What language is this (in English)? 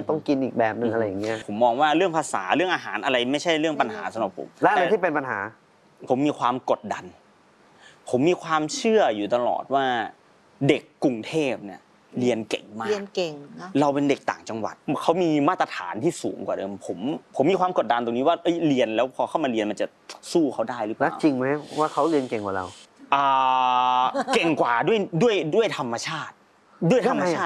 Thai